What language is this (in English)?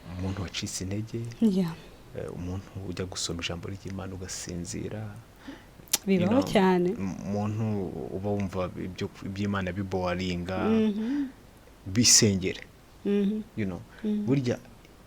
Kinyarwanda